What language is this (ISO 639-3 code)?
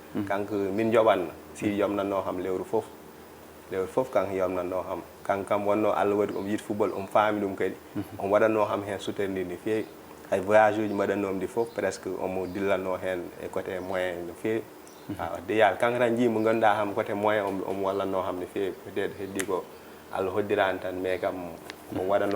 ful